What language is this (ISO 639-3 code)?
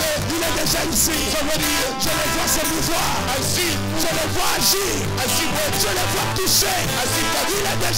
fra